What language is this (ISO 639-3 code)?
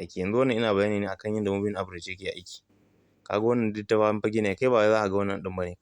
hau